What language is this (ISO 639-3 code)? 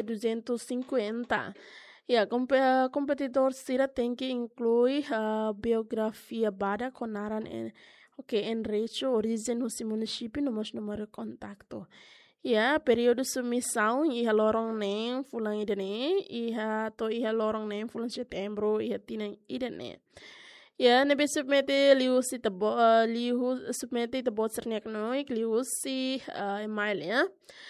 tet